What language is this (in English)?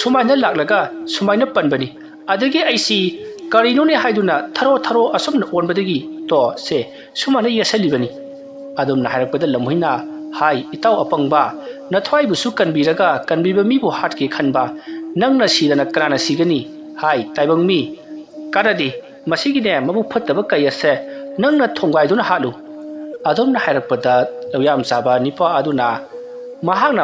Manipuri